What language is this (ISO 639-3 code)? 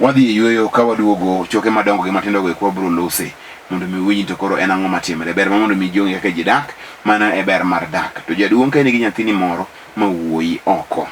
luo